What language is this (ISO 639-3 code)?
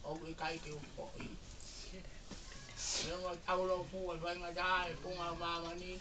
ton